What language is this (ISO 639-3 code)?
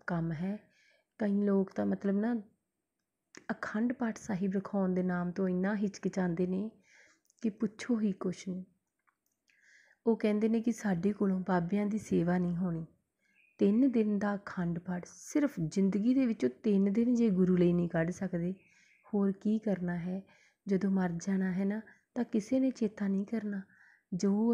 pan